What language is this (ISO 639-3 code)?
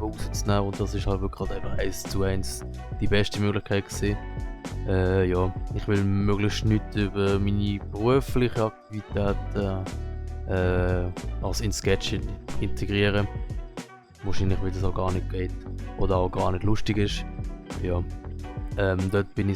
gsw